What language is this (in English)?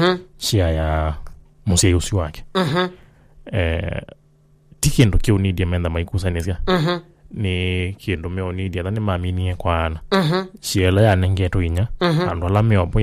Kamba